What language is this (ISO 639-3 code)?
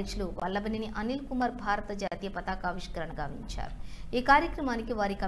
tel